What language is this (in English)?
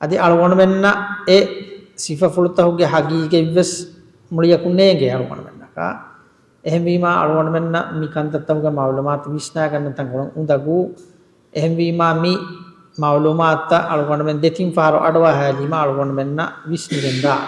Divehi